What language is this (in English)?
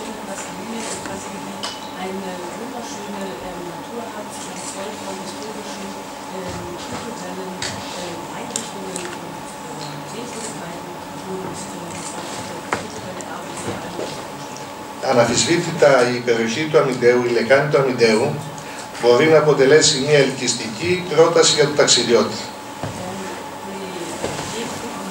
Greek